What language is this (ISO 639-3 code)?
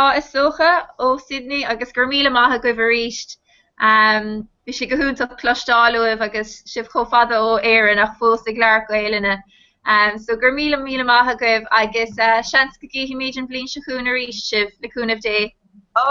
gle